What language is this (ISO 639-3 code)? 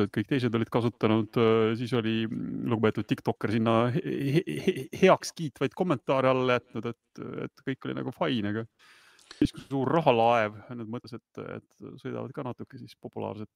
est